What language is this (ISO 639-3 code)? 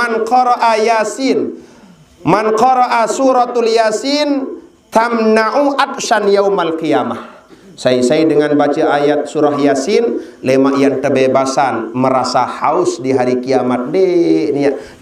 sas